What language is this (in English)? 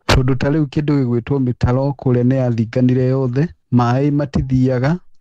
Kikuyu